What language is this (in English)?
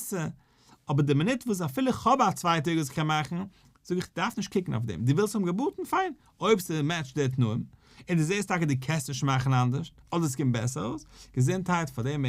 Yiddish